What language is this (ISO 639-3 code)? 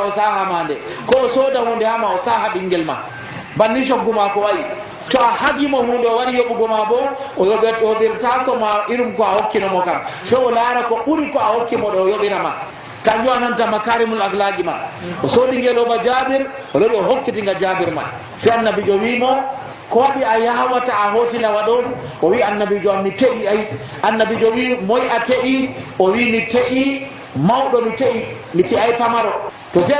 fuv